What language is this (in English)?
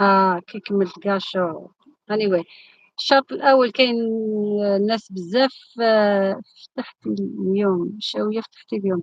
Algerian Arabic